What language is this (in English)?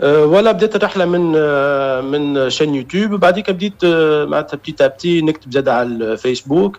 Tunisian Arabic